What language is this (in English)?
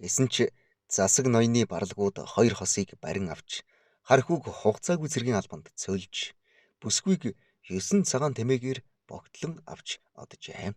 Mongolian